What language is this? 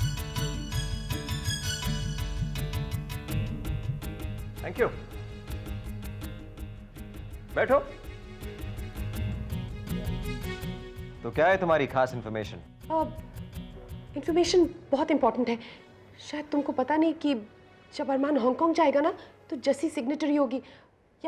Hindi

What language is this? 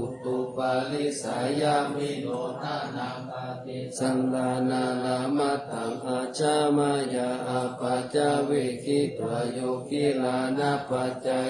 Pali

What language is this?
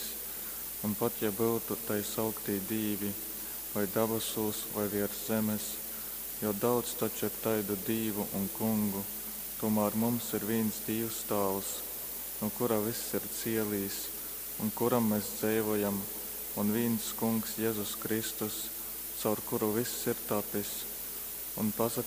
Latgalian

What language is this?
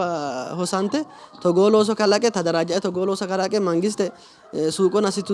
Sidamo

